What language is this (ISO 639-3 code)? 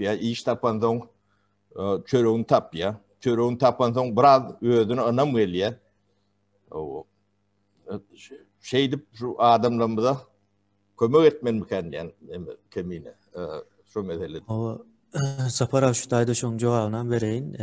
tuk